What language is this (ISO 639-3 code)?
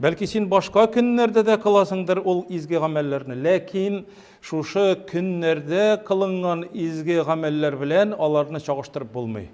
tat